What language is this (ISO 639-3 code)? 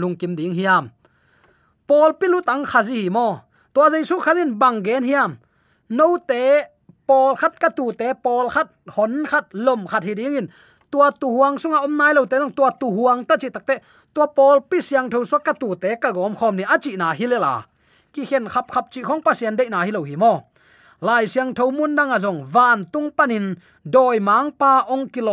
ctd